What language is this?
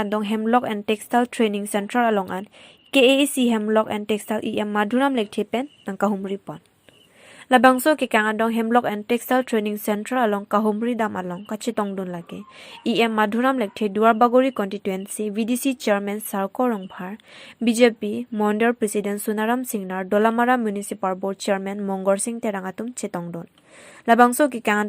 Karbi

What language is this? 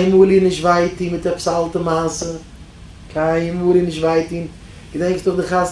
Yiddish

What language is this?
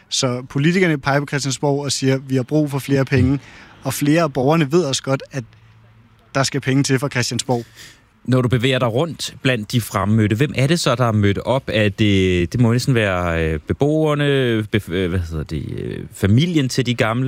Danish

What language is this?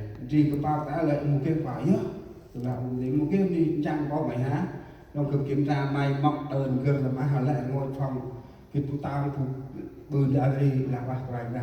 Central Mnong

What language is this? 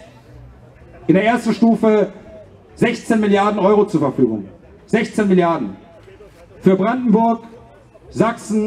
German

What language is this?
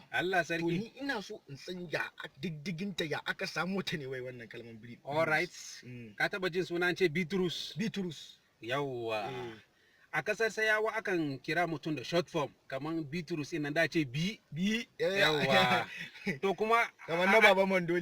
Hausa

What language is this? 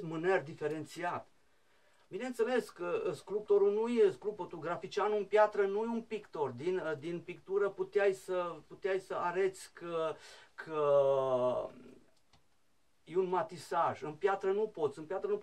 Romanian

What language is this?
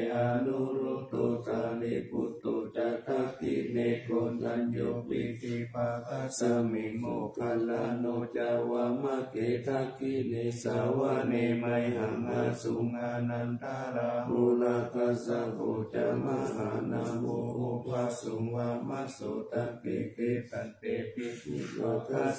Pali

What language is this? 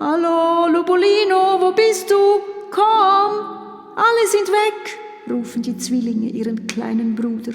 Swiss German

